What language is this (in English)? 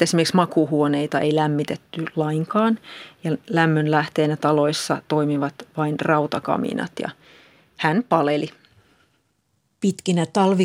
Finnish